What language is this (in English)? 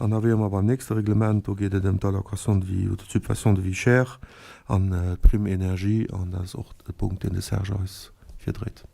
Luxembourgish